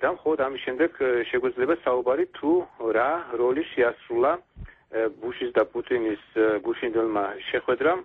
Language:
Georgian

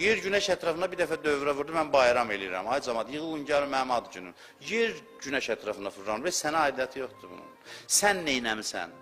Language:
Azerbaijani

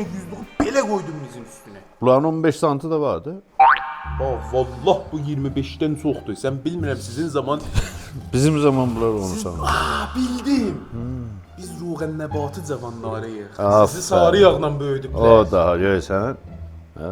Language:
South Azerbaijani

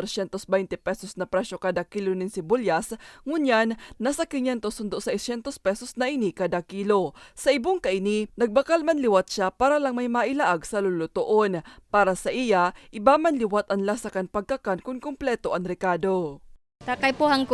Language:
Bikol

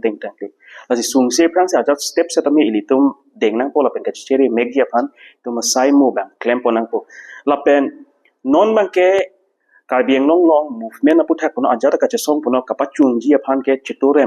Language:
Karbi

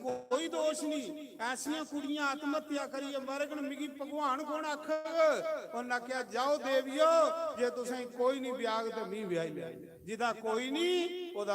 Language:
Dogri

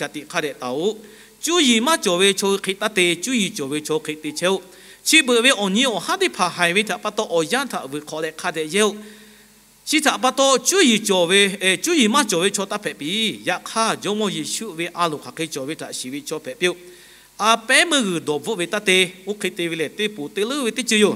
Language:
Lahu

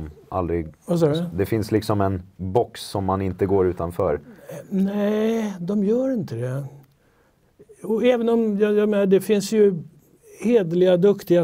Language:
Swedish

